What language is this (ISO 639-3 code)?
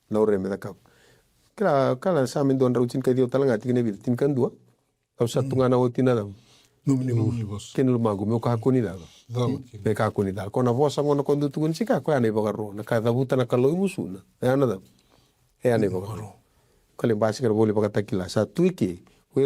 fij